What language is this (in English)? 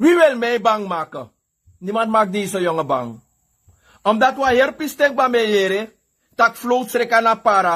Sranan Tongo